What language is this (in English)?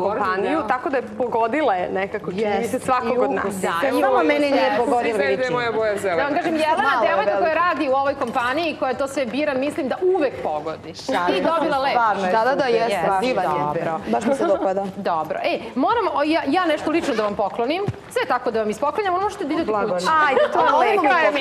Serbian